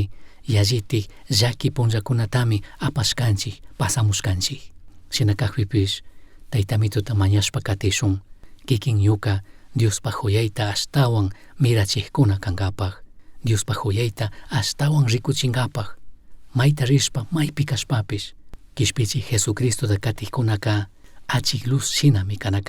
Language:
Chimborazo Highland Quichua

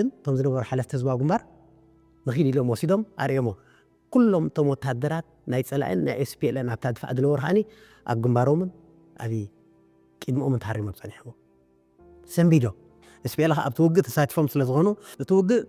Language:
Tigrinya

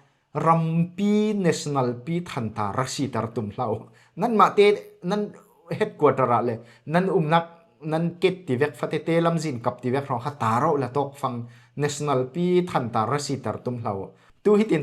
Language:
Falam Chin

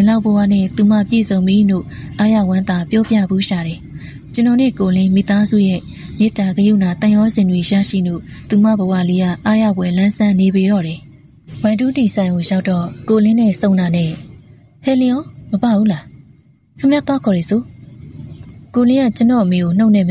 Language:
Burmese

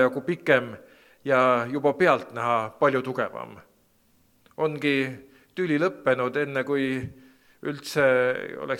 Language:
Estonian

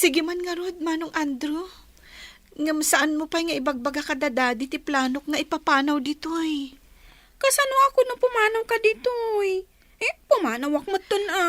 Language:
Iloko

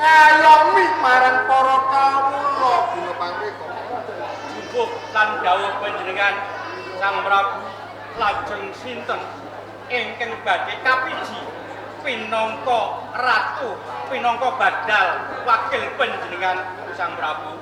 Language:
Javanese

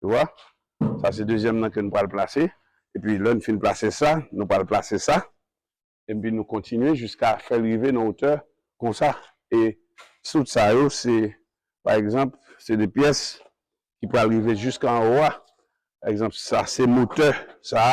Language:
Haitian Creole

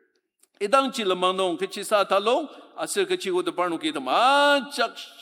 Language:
Ao Naga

